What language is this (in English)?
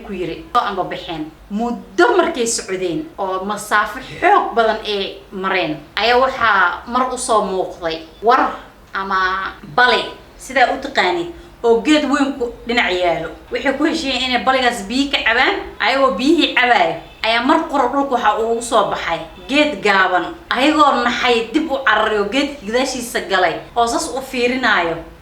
Somali